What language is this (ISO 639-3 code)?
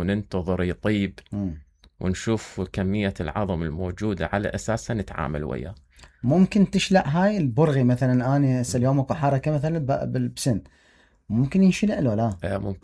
acm